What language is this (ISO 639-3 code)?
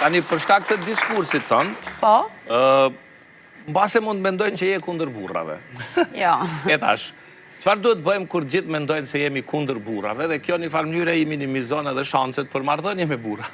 sqi